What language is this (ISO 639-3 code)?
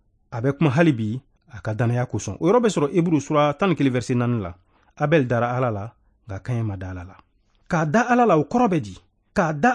bam